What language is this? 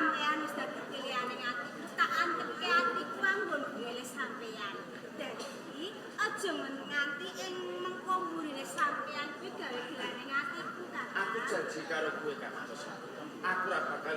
Javanese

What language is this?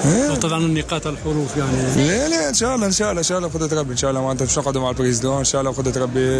Tunisian Arabic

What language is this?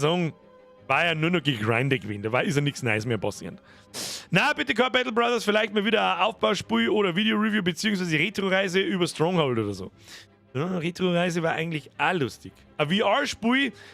Bavarian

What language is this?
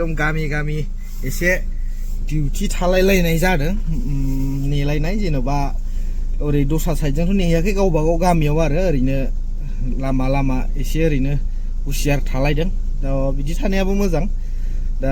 Bodo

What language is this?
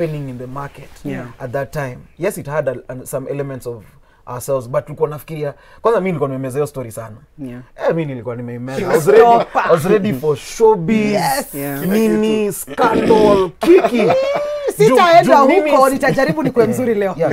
Swahili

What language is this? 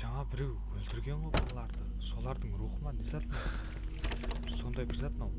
Kara-Kalpak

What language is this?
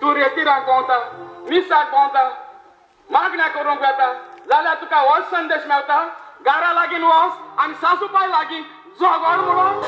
Konkani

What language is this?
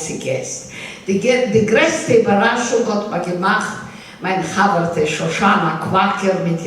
Yiddish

